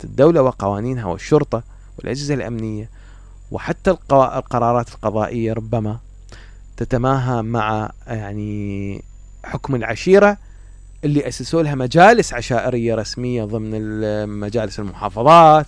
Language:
Mesopotamian Arabic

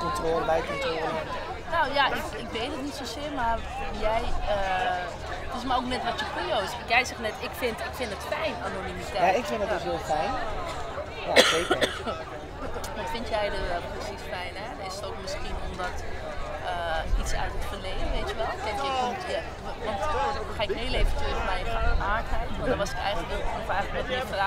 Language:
Dutch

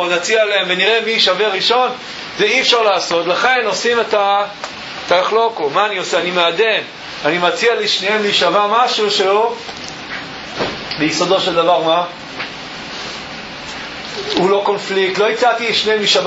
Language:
Hebrew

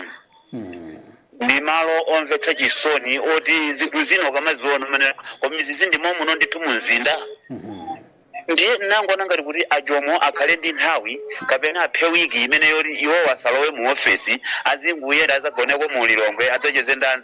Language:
Nyanja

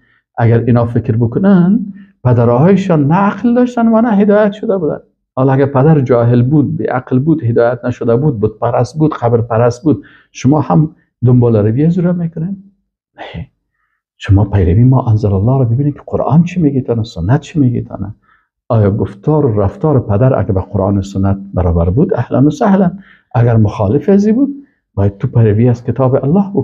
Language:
Persian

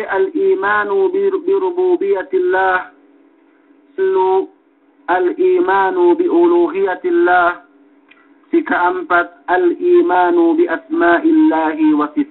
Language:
Yakan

